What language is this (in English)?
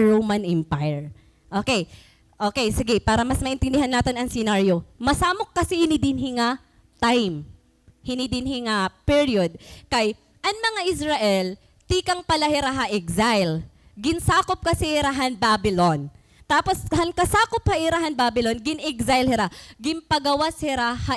Waray